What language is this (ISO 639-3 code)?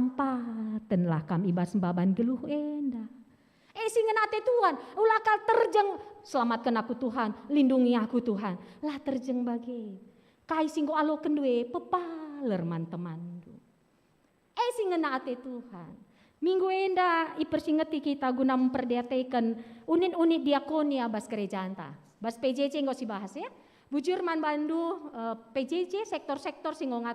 btx